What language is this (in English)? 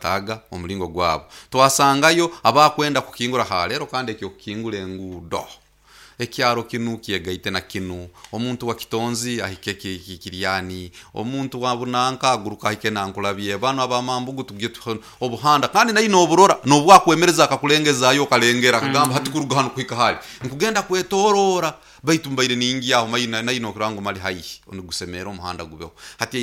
Nyoro